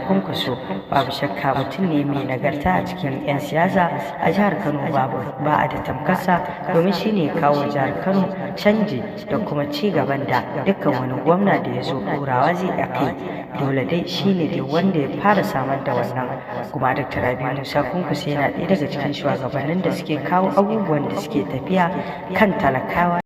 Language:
Hausa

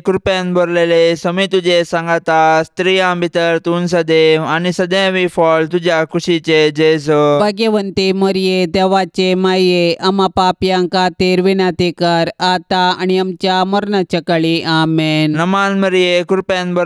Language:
Konkani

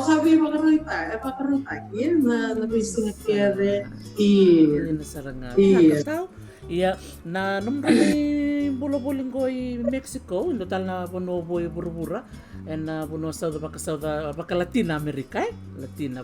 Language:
Fijian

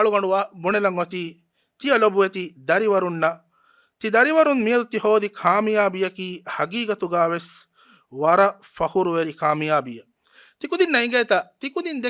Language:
Divehi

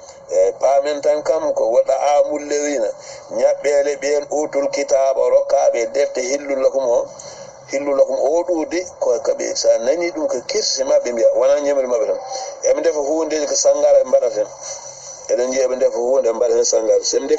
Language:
Fula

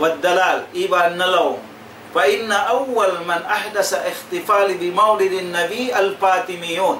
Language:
Tausug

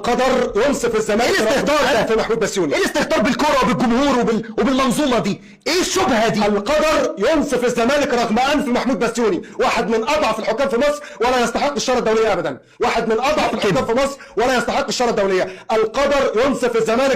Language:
Egyptian Arabic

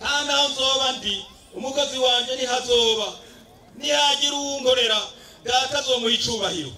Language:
Rundi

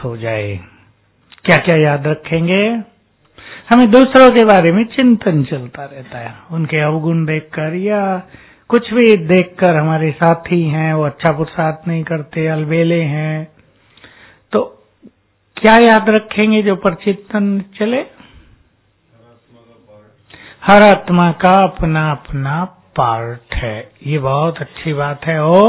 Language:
Hindi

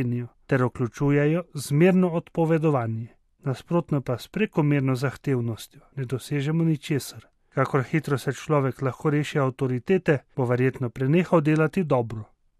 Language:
Slovenian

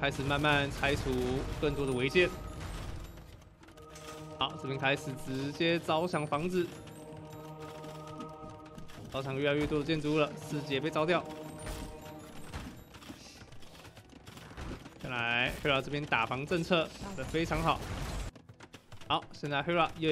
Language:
Chinese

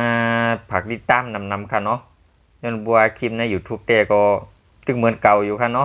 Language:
Shan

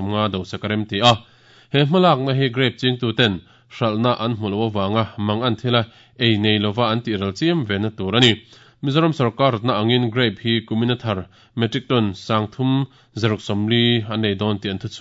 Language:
Mizo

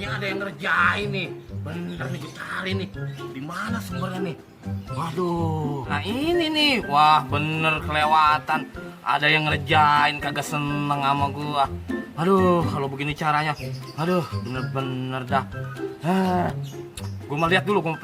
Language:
Betawi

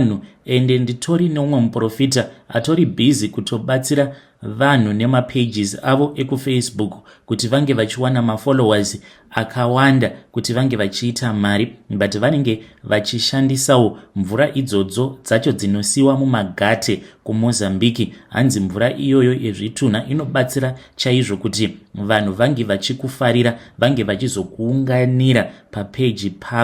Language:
Shona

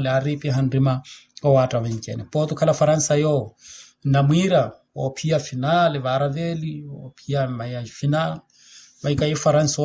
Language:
Makhuwa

